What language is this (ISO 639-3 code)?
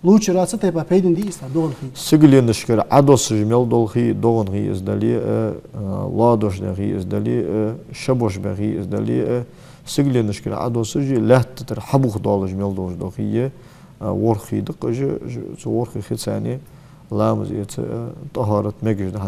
inh